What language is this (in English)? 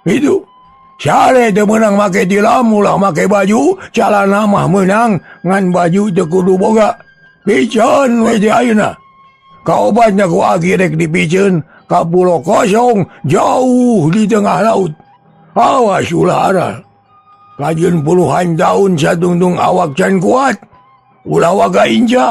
Sundanese